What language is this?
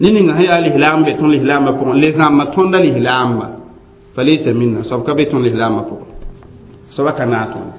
Mossi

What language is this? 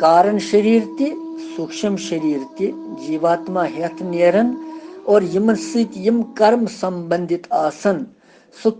Kashmiri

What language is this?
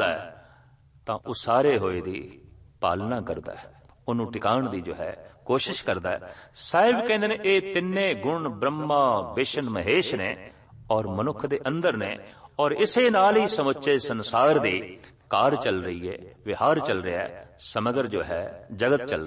Punjabi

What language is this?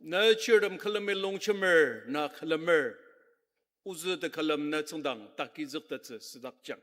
Ao Naga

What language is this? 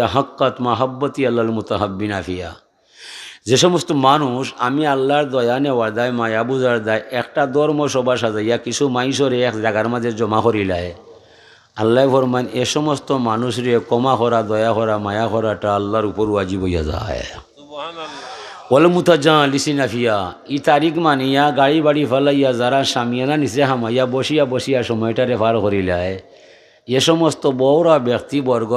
Sylheti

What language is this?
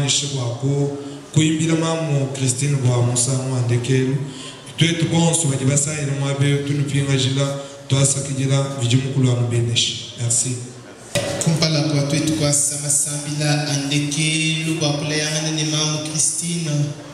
Luba-Lulua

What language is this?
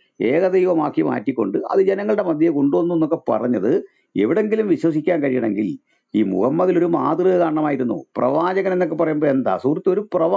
Malayalam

